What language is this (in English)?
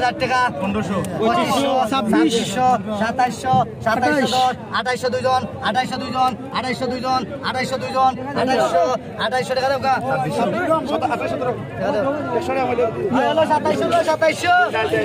Sylheti